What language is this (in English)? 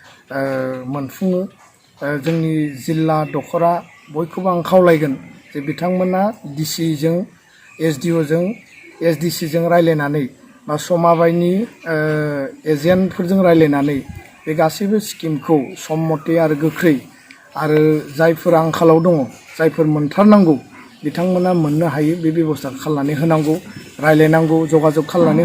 Bodo